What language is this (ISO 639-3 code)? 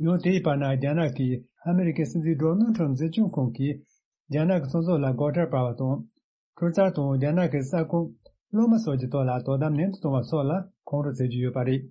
bod